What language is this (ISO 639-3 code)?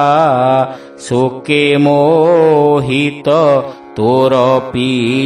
ori